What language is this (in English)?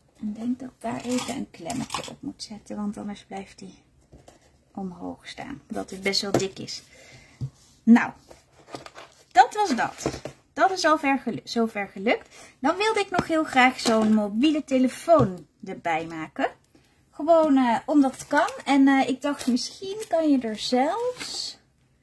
Dutch